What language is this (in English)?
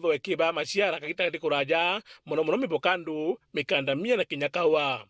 Meru